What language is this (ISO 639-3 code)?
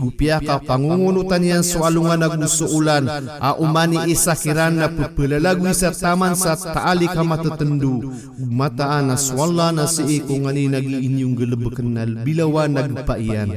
mrw